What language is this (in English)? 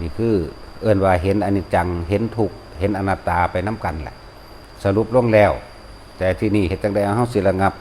Northeastern Thai